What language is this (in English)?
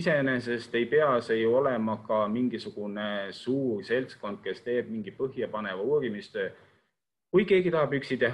Estonian